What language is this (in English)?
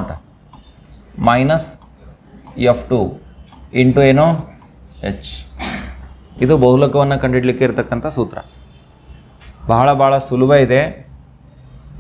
Kannada